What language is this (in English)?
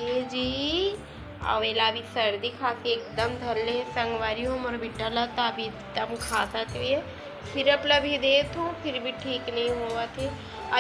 Chhattisgarhi